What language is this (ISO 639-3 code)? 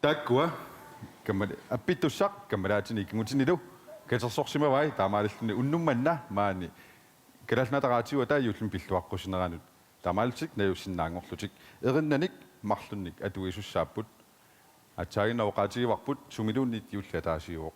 kal